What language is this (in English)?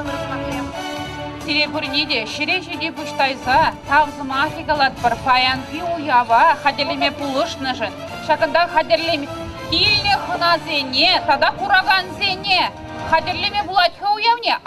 Chuvash